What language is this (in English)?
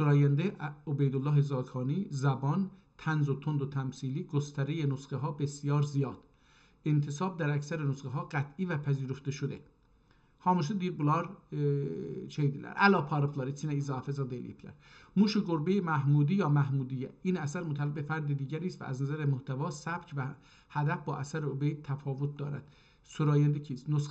South Azerbaijani